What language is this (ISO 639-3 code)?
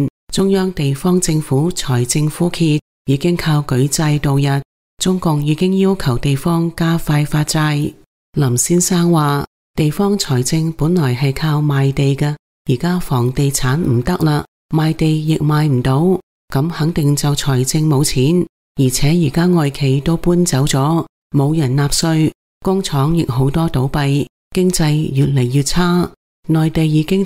yue